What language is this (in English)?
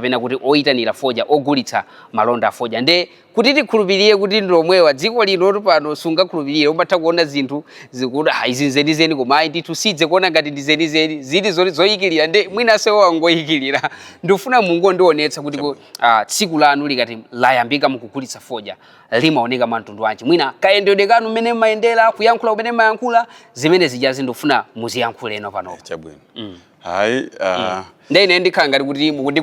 Nyanja